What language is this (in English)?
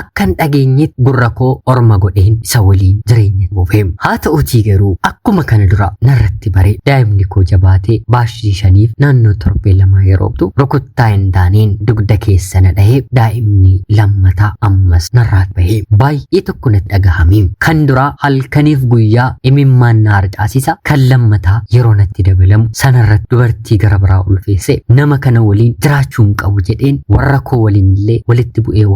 Oromo